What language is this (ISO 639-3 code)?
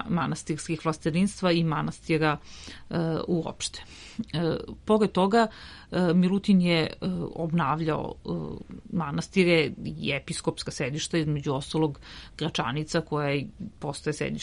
srp